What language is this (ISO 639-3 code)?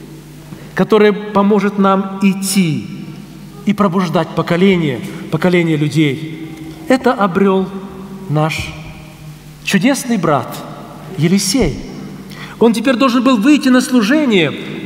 rus